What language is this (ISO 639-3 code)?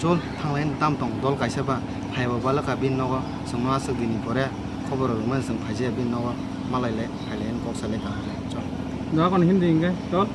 trp